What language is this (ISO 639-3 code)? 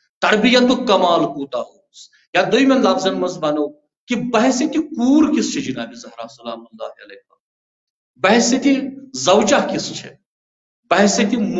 kas